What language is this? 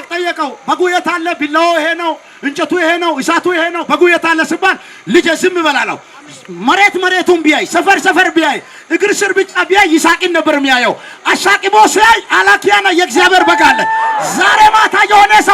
Amharic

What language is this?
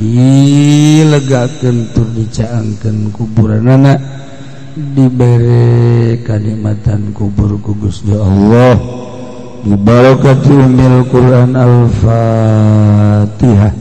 Sundanese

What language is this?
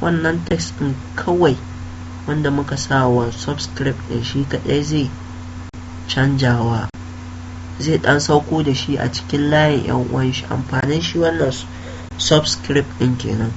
Hausa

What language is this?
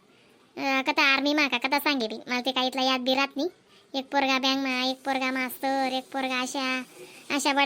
Khandesi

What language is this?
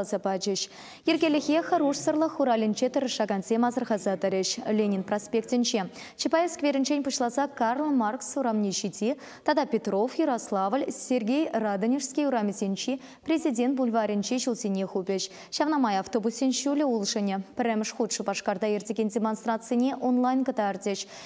Chuvash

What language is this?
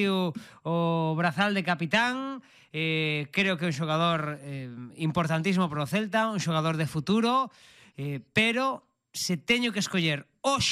Galician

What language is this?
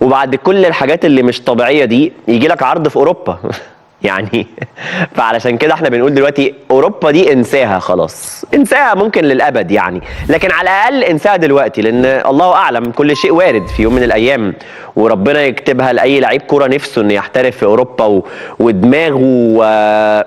Egyptian Arabic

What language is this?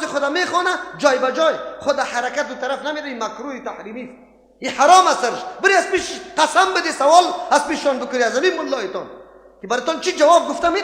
Persian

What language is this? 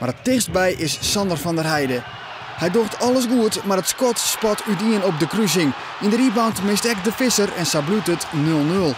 Western Frisian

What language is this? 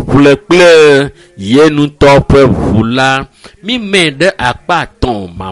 Ewe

